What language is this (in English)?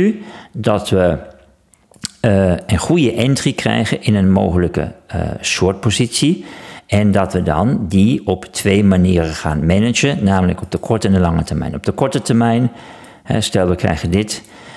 Dutch